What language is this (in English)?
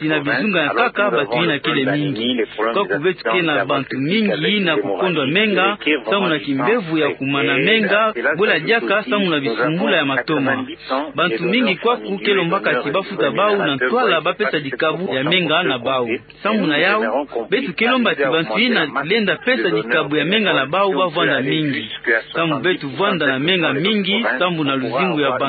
Kituba (Democratic Republic of Congo)